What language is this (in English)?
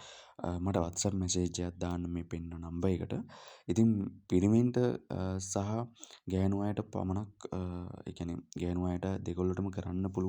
Sinhala